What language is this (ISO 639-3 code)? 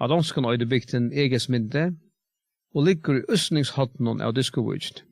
fao